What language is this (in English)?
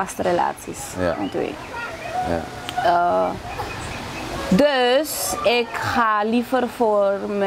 Dutch